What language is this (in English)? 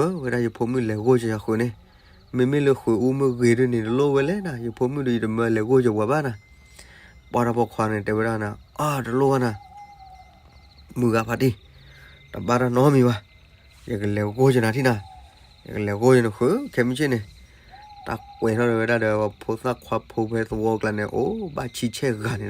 S'gaw Karen